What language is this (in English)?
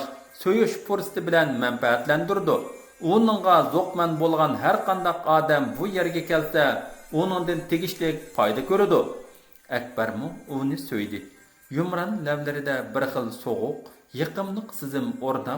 Uyghur